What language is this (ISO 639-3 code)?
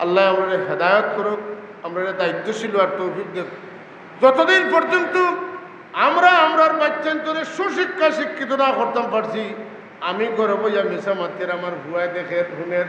syl